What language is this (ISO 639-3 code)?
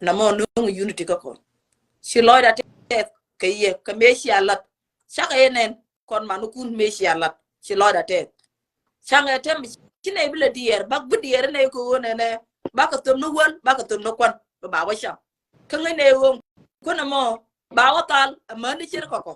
nus